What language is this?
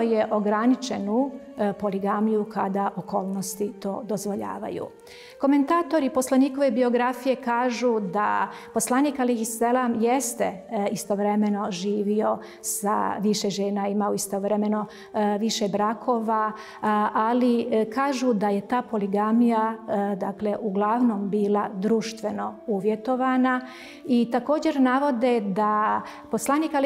Bosnian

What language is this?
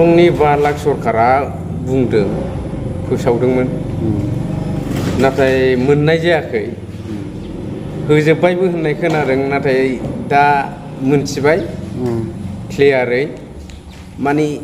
Bodo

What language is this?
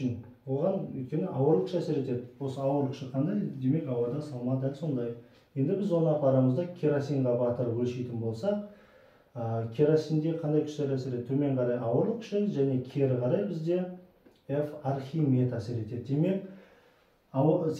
Kazakh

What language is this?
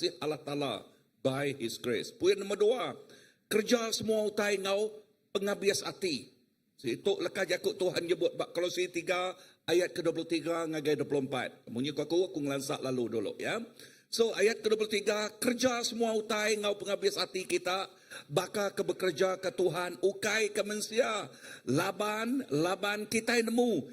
Iban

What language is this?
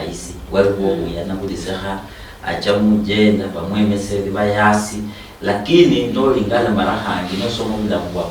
Luyia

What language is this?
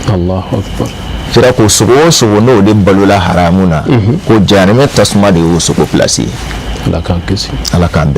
Bambara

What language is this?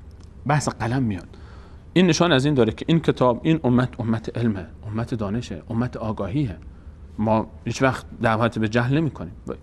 Persian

